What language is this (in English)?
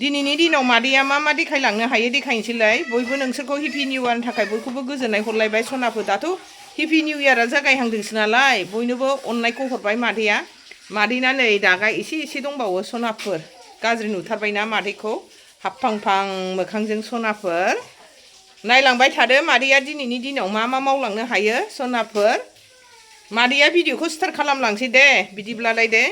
Bodo